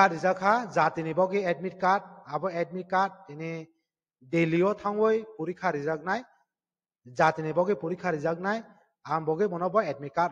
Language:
Kok Borok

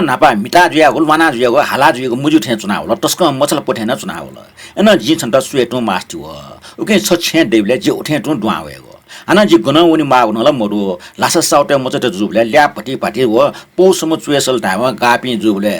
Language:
Newari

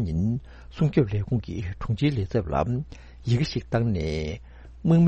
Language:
Tibetan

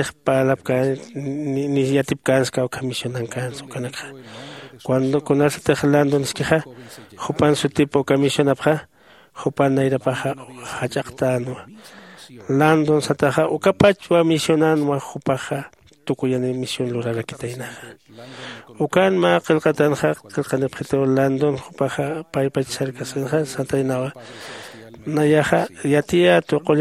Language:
Aymara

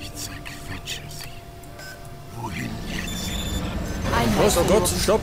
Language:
Bavarian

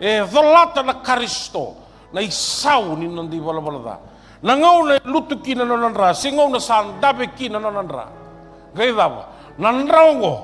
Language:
Fijian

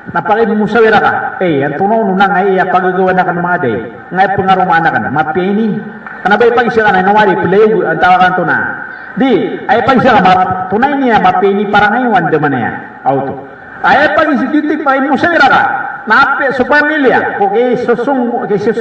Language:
Maranao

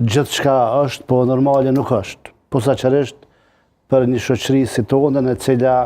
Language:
Albanian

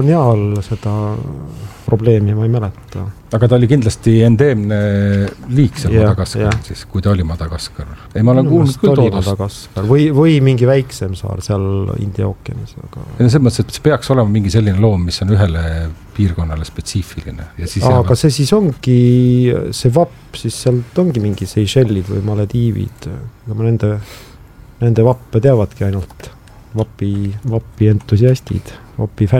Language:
Estonian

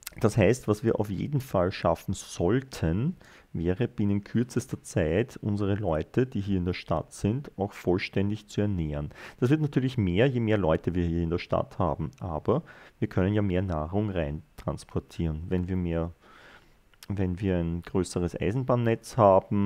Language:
German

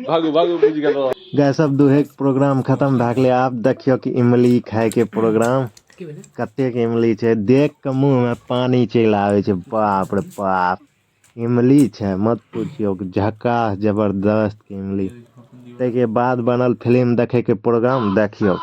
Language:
Maithili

